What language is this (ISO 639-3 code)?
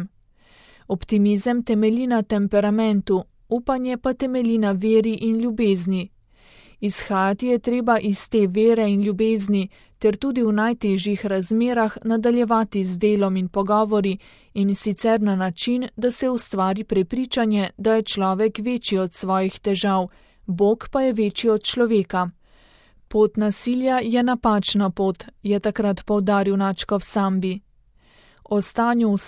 slv